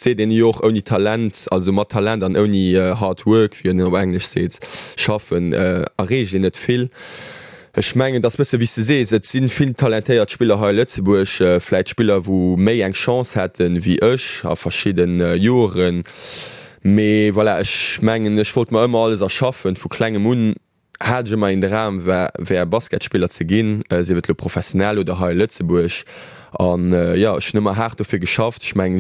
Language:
Luxembourgish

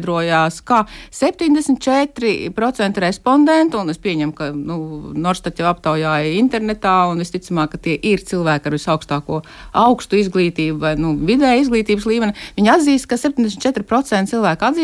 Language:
Latvian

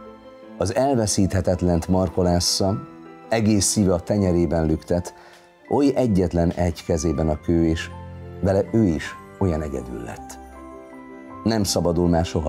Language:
Hungarian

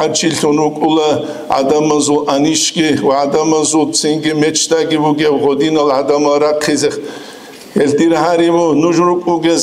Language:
Avaric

